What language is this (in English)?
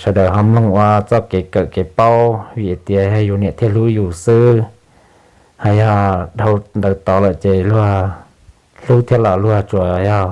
Hmong